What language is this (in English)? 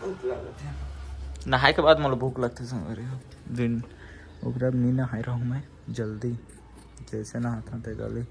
Chhattisgarhi